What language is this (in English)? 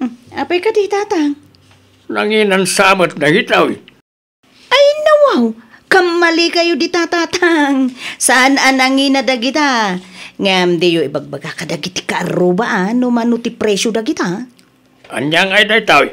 Iloko